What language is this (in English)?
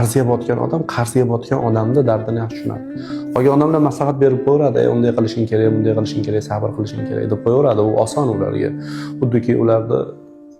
Uzbek